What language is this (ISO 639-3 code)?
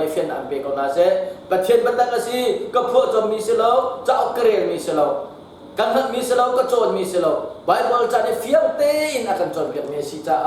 cnh